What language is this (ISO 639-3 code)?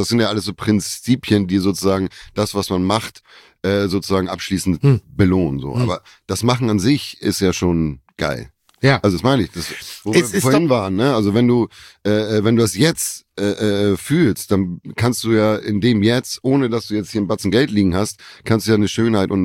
deu